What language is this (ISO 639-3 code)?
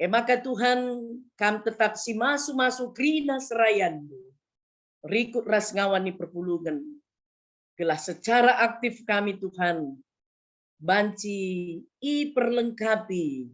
btx